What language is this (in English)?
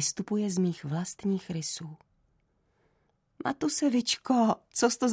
Czech